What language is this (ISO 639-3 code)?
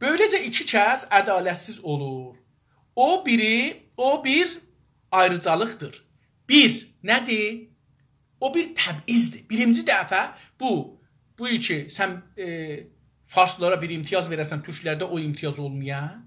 azb